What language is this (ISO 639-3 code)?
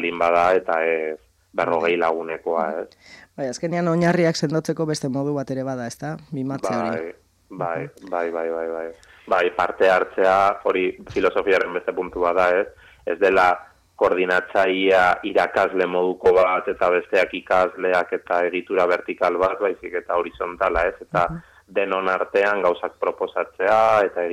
eus